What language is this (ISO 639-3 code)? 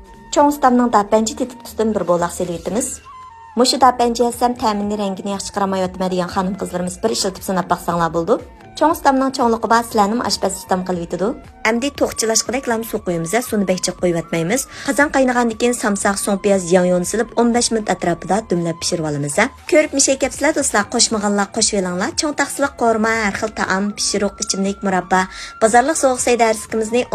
uig